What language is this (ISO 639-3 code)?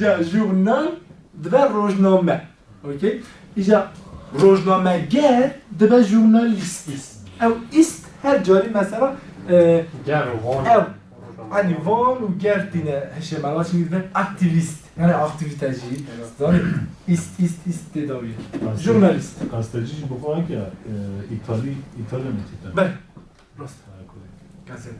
kur